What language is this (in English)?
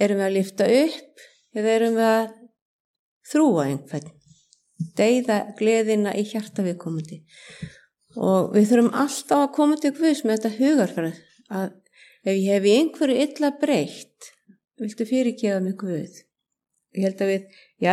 Icelandic